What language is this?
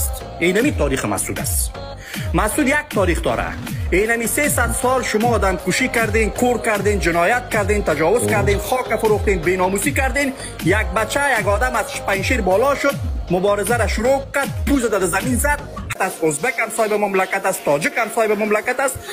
Persian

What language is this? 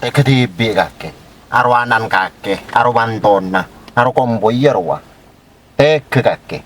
Madurese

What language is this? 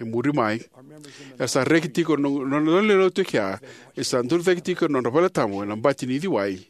Fijian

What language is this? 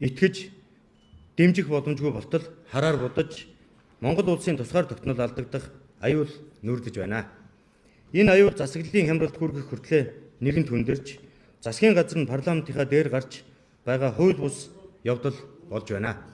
Mongolian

